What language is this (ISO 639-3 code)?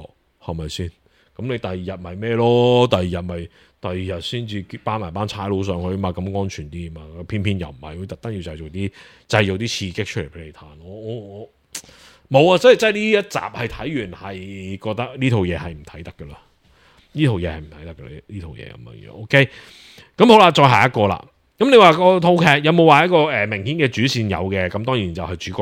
yue